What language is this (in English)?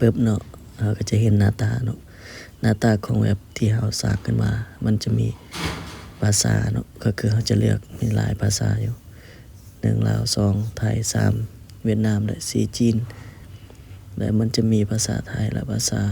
Lao